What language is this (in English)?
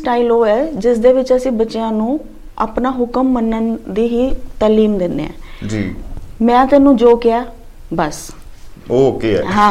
Punjabi